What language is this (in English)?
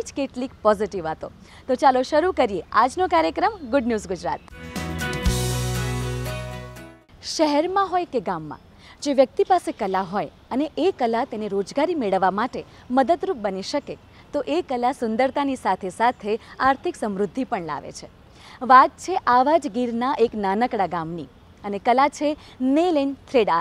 Gujarati